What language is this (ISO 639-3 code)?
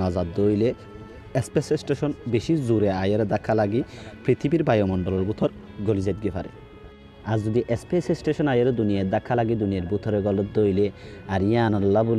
rhg